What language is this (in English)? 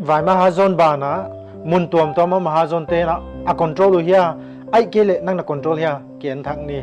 Paite Chin